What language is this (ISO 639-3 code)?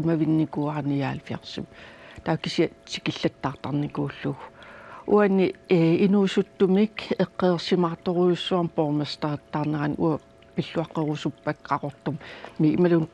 kal